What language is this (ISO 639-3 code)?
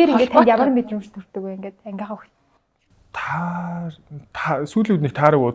mon